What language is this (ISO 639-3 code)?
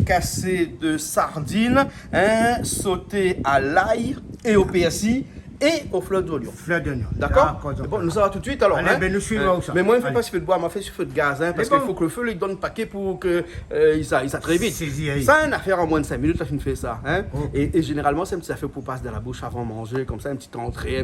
rcf